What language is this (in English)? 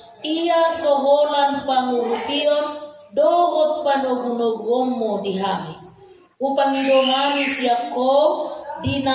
Batak Toba